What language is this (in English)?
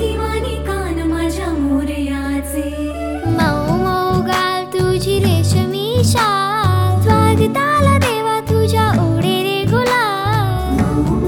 Marathi